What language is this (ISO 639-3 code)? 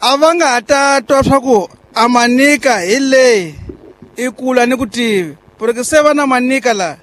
tso